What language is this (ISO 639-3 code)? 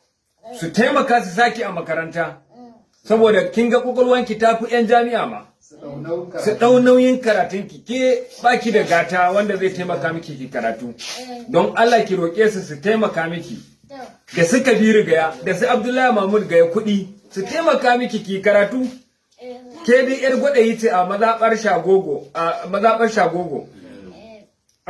hau